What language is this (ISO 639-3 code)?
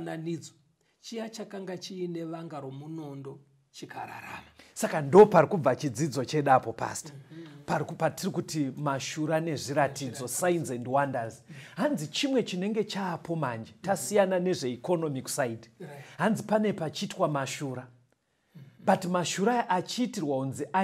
sna